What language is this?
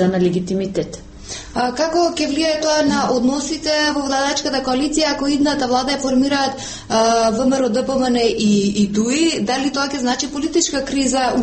Macedonian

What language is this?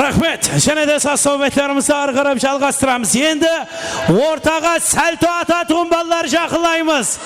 Kara-Kalpak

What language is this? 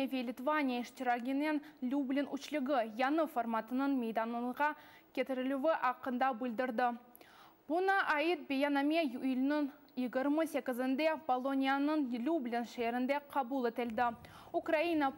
Crimean Tatar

